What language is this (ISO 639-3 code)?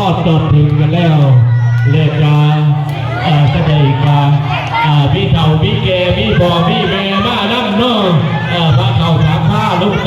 lao